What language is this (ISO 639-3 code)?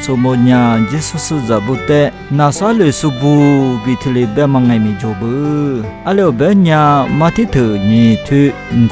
lis